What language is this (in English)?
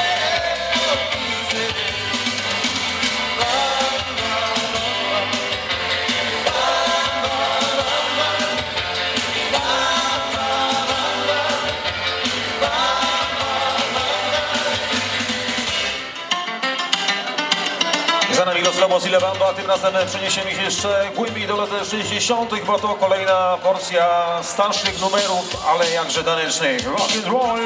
Polish